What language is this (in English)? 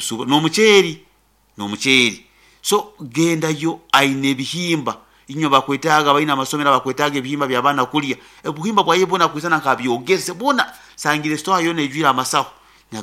Nyankole